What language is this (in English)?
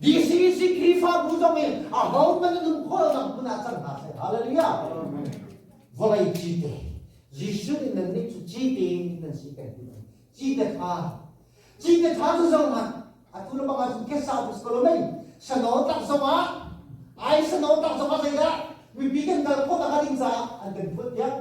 Hakha Chin